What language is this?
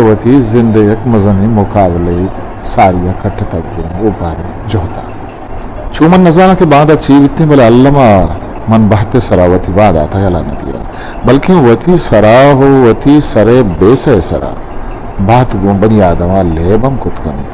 Eastern Balochi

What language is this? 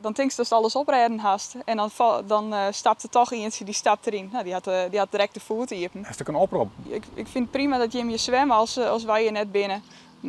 Western Frisian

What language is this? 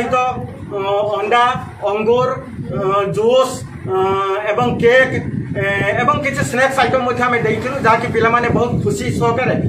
Odia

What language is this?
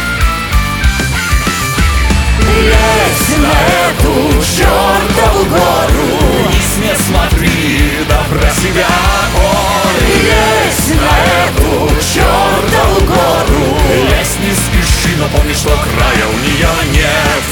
Russian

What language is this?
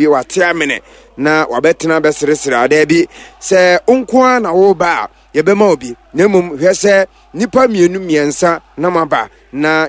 Akan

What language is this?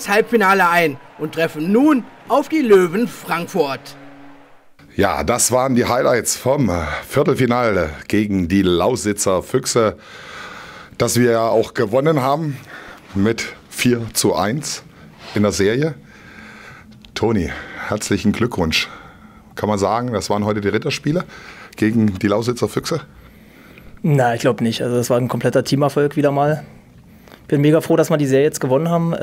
German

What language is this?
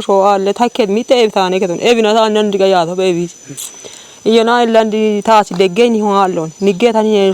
Kafa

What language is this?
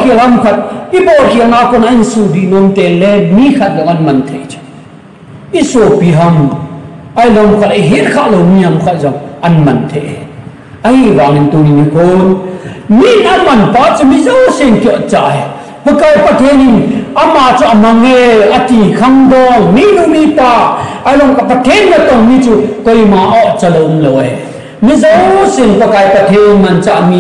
Thado Chin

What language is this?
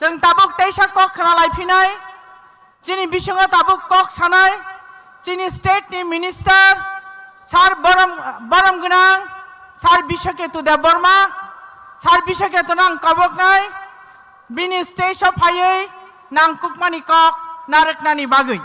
Kok Borok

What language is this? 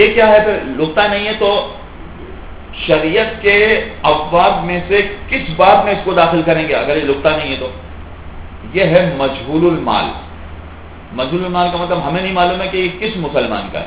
Urdu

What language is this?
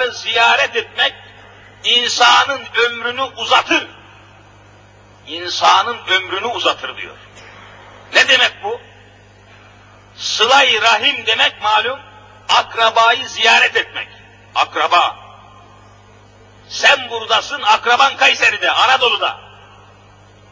Turkish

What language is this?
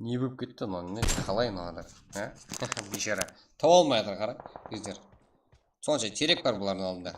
Kara-Kalpak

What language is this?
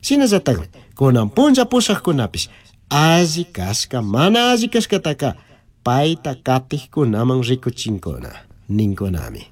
Chimborazo Highland Quichua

